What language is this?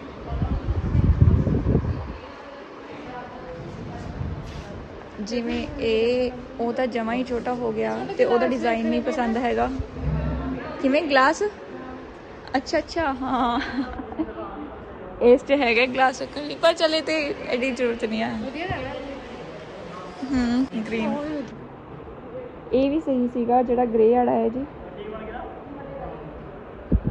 Punjabi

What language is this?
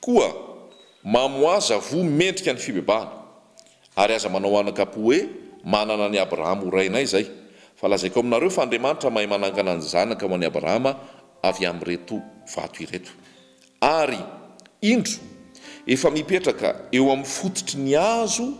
Malagasy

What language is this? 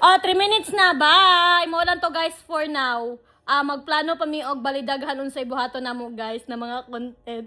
Cebuano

